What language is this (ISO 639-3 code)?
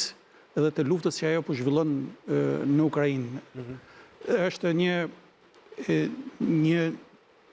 sqi